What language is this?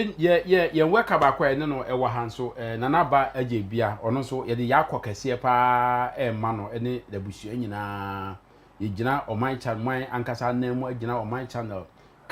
Akan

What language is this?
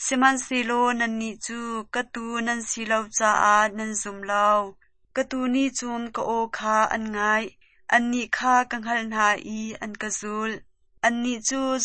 Hakha Chin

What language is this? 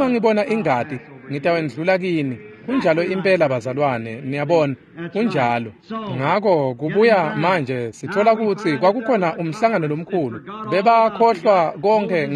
Swati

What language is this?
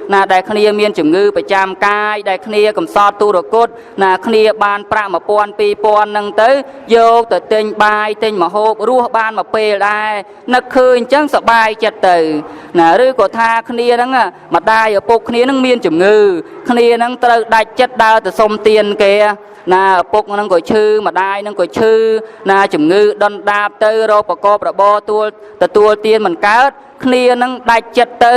Khmer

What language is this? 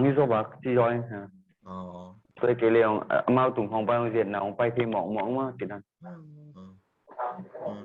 Tedim Chin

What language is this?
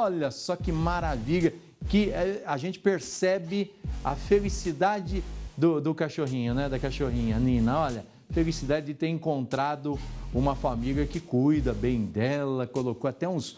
Portuguese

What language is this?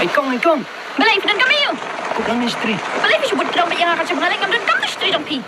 Khasi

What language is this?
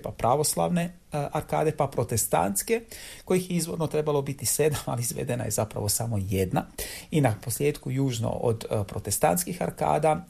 Croatian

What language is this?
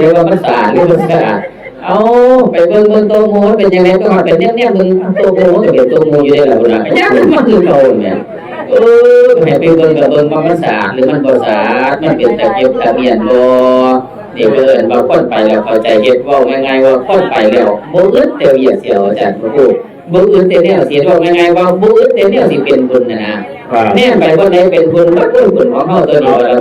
Northeastern Thai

